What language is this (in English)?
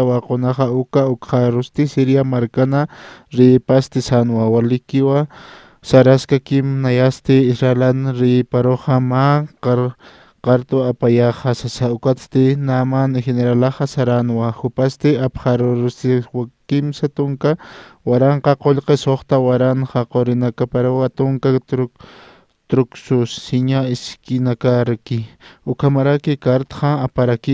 Aymara